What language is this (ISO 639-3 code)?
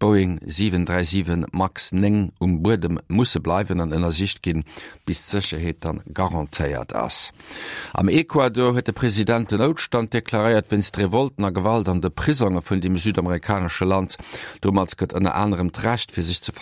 ltz